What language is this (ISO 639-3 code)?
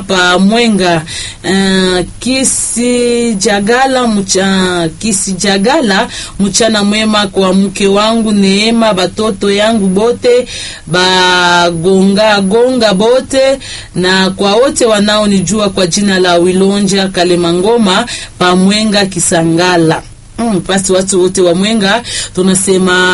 swa